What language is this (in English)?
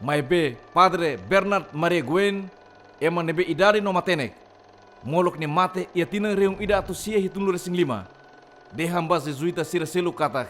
Tetum